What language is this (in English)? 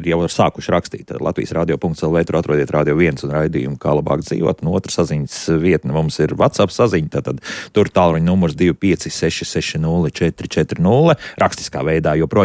Latvian